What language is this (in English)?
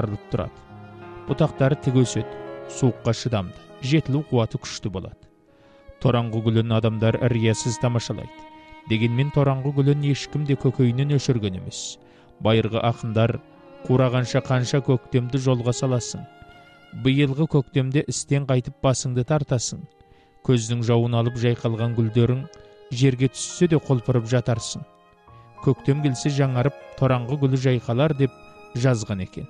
Kazakh